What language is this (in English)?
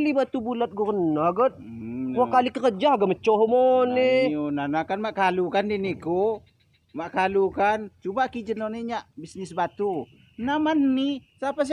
Lampung Api